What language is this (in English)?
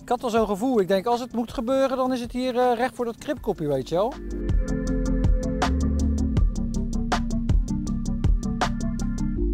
Dutch